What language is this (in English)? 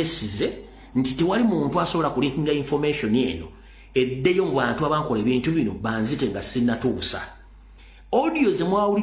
Ganda